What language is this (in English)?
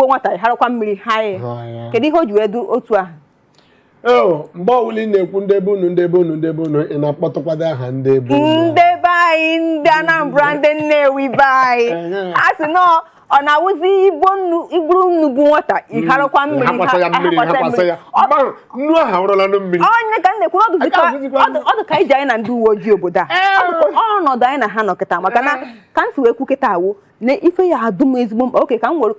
Igbo